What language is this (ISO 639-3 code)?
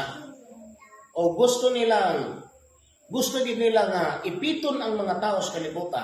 ceb